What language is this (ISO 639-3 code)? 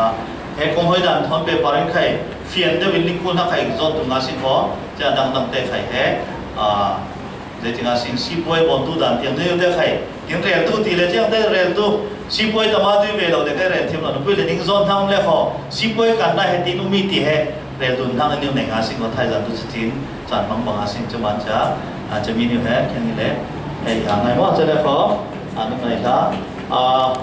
cfm